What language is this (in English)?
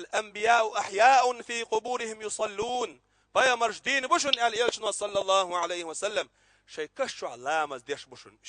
Chechen